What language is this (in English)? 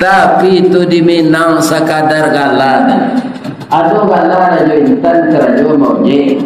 Minangkabau